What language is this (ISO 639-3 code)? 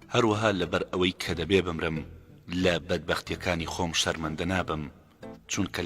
ckb